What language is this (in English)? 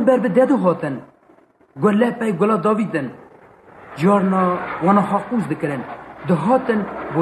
Kurdish